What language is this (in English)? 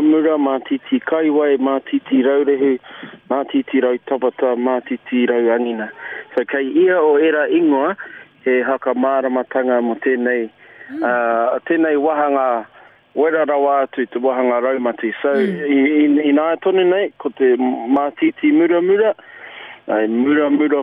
Māori